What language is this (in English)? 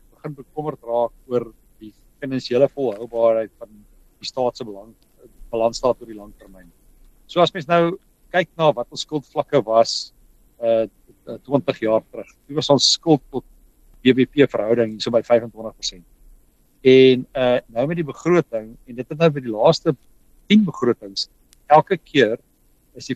Afrikaans